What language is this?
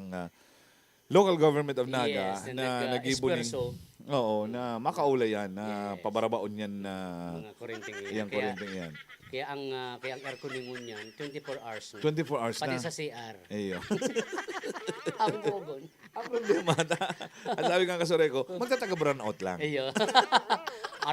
Bikol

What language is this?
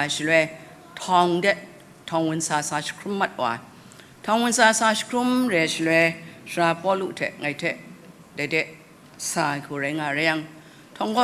Kachin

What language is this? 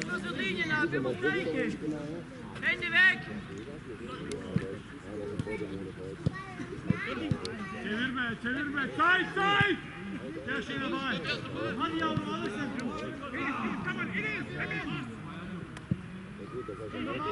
Turkish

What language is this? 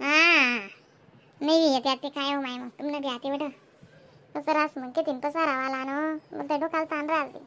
Khandesi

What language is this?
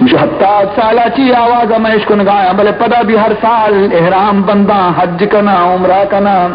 Baluchi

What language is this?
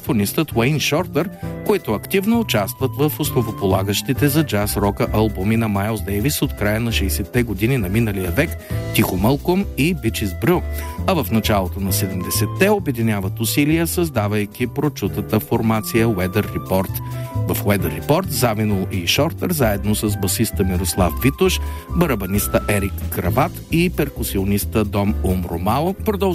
Bulgarian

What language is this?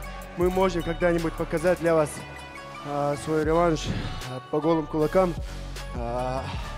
Russian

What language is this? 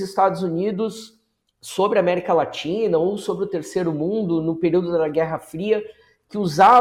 Portuguese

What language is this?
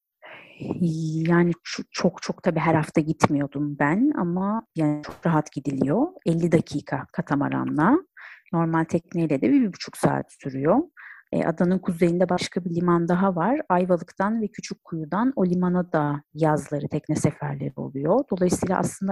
Turkish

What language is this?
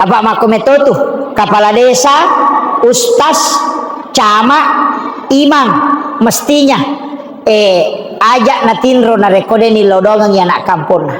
Buginese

